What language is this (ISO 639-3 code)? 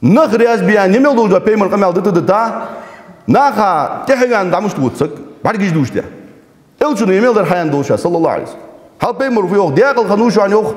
inh